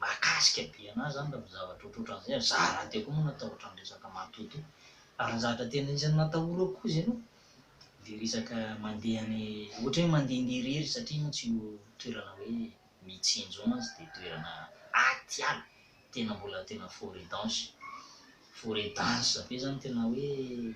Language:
Malagasy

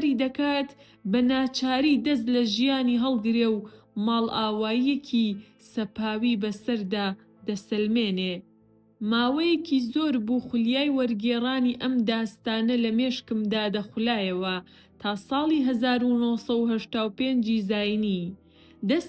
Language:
Central Kurdish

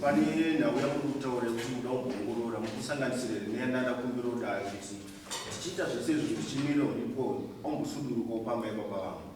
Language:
Shona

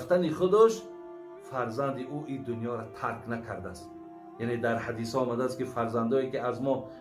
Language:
Tajik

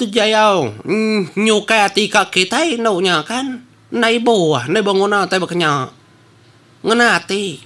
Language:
Iban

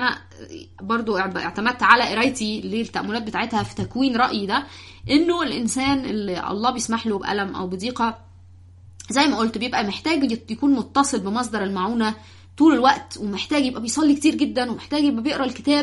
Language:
Egyptian Arabic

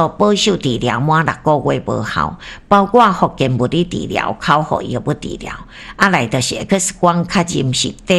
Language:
Min Nan Chinese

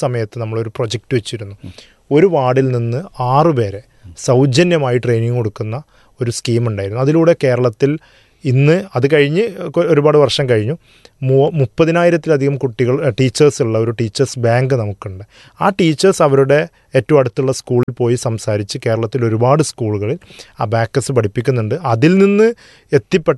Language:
Malayalam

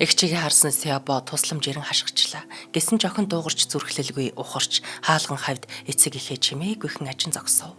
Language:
Mongolian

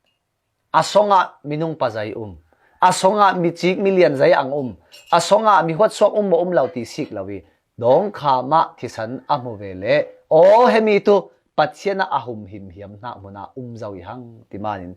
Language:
Falam Chin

